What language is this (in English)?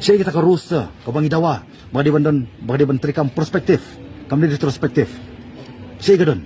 Khasi